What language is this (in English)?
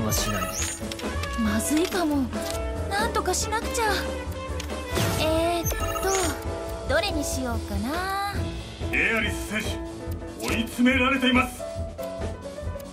Japanese